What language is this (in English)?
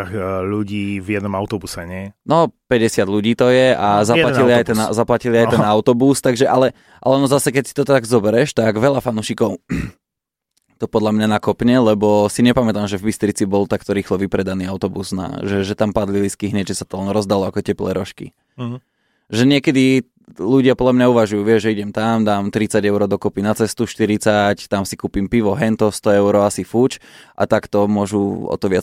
Slovak